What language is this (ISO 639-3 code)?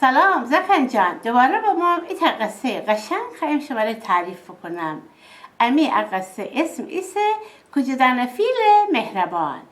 glk